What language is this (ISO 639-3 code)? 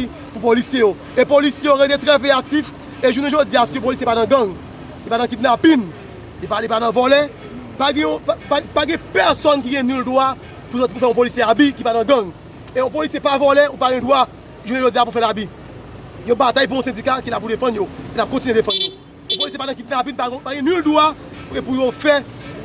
hat